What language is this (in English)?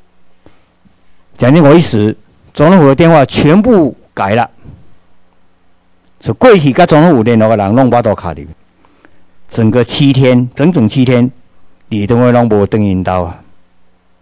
Chinese